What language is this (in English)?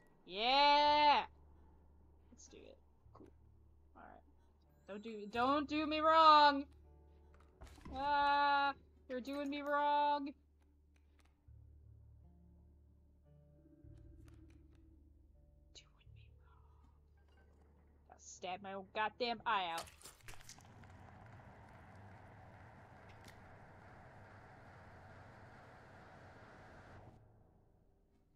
English